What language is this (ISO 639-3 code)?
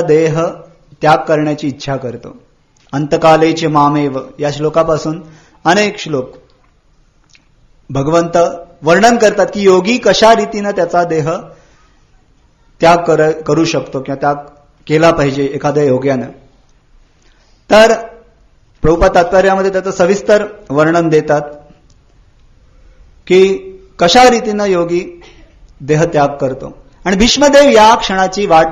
mar